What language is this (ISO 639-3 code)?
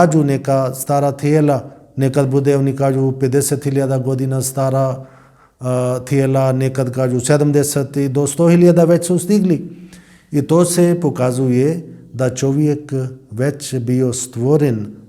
bos